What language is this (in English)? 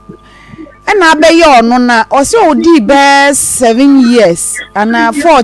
Akan